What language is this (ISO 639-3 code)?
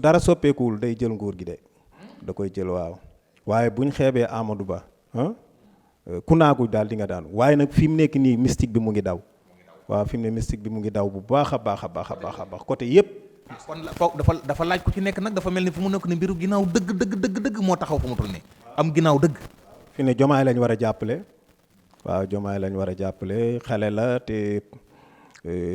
wol